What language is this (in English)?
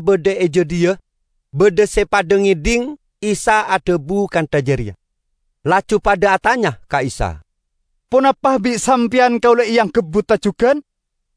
Madurese